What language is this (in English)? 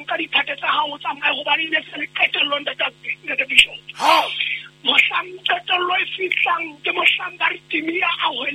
Southern Sotho